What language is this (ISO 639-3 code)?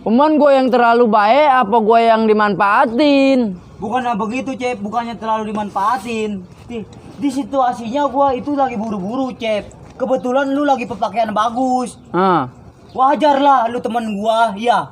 bew